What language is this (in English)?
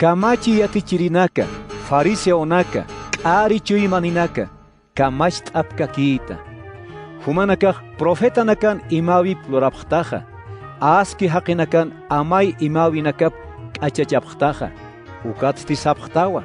Aymara